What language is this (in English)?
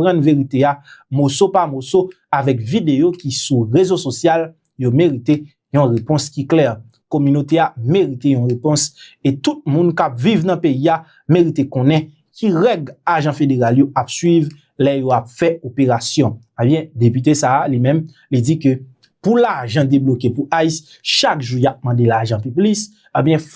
Haitian Creole